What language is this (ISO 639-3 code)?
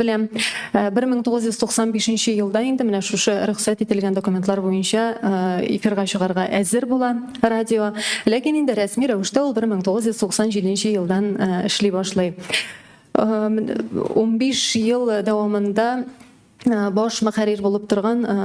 tat